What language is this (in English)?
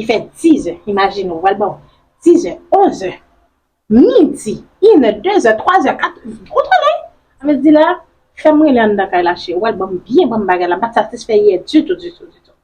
Haitian Creole